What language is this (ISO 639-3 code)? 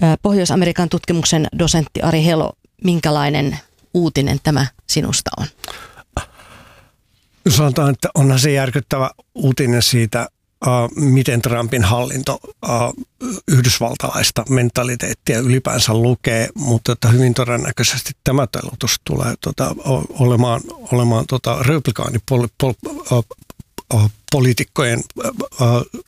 fin